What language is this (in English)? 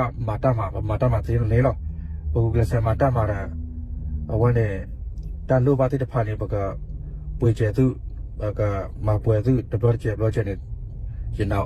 S'gaw Karen